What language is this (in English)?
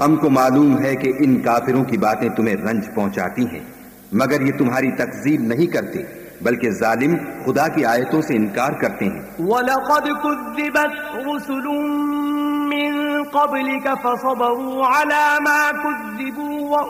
Urdu